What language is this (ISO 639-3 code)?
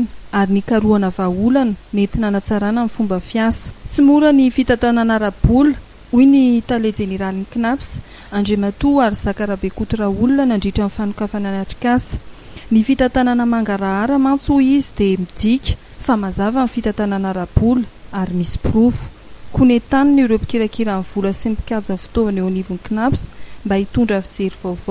mlg